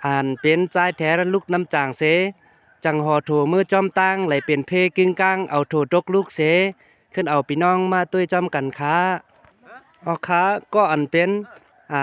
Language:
Shan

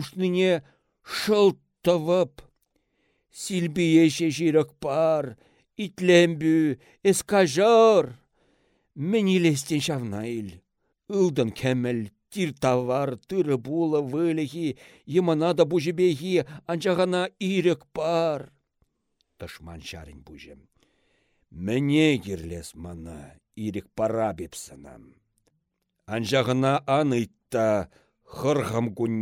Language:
Chuvash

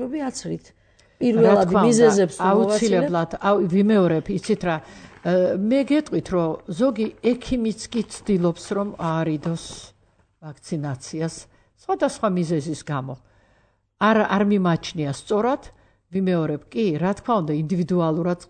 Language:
Georgian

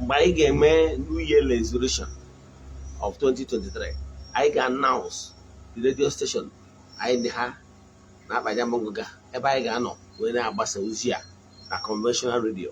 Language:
Igbo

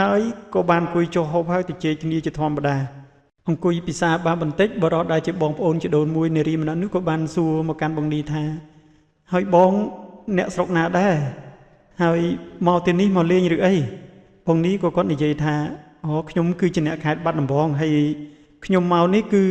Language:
Khmer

